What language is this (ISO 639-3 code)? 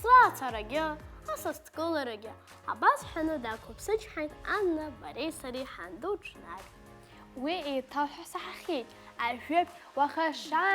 abk